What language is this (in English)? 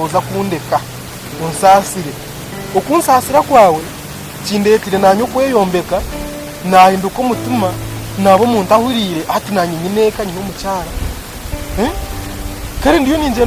Nyankole